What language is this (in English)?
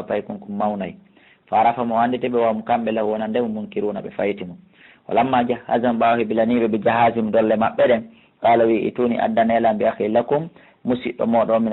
Fula